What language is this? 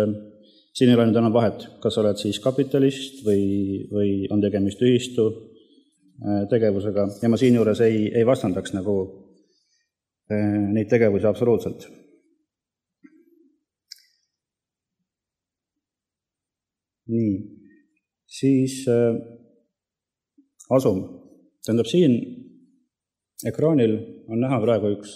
Estonian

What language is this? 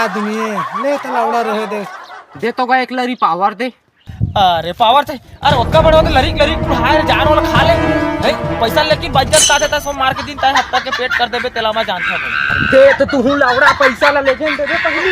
Chhattisgarhi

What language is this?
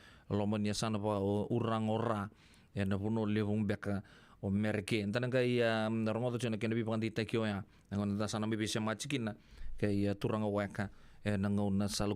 Fijian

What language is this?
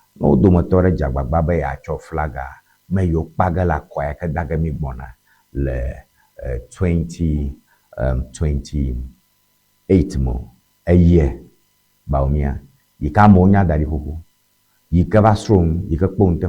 Ewe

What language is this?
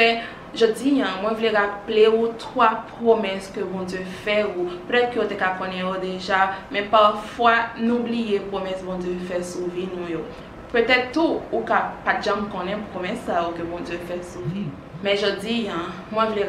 Haitian Creole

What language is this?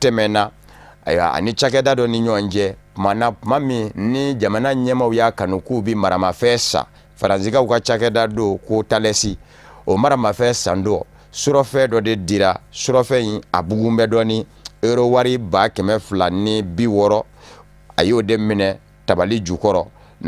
Bambara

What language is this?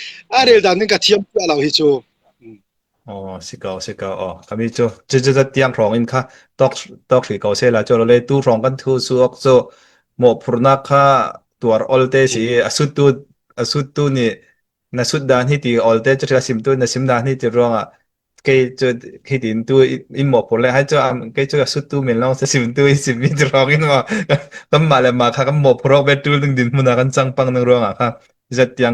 Falam Chin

